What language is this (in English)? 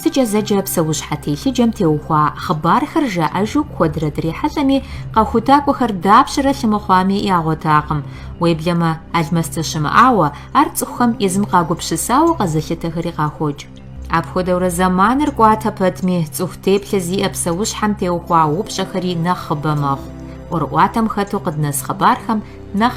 Kabardian